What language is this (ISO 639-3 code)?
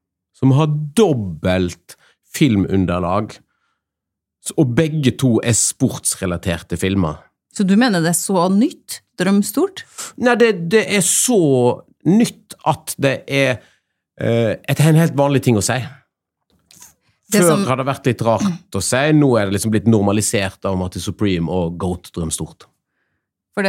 nor